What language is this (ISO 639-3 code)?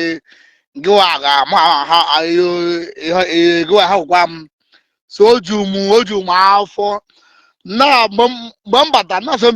ibo